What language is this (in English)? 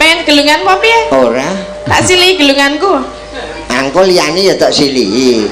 Javanese